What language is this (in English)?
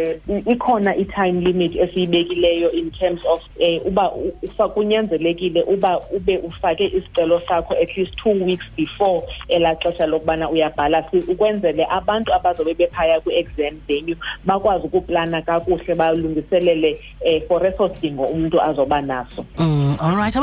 Xhosa